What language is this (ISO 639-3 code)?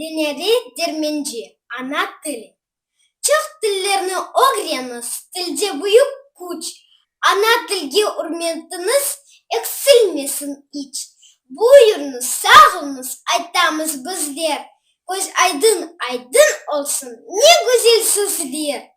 crh